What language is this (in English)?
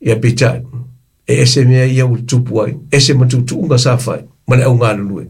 Samoan